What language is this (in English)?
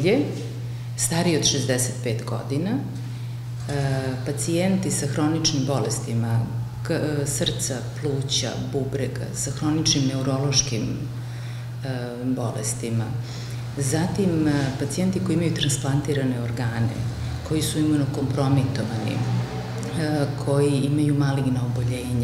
Serbian